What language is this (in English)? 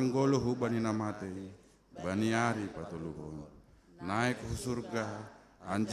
Batak Simalungun